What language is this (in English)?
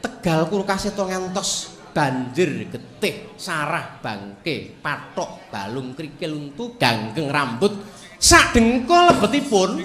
Javanese